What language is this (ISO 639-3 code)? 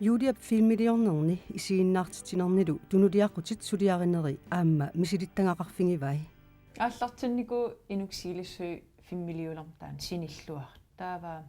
kal